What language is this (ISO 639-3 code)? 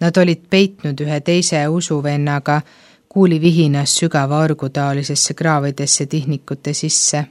est